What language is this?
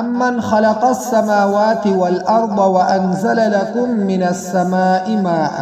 Pashto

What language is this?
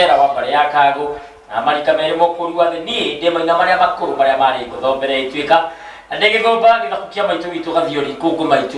Kikuyu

